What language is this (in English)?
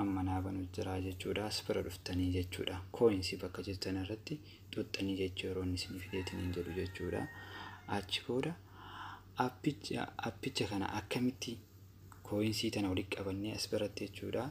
Oromo